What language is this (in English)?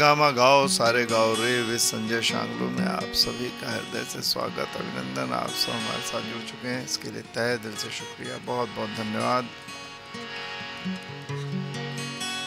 Hindi